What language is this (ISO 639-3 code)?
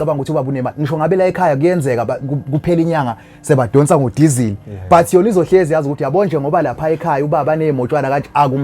zul